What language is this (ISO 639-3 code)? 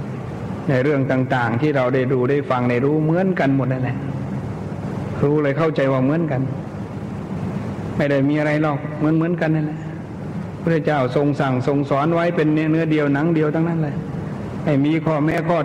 tha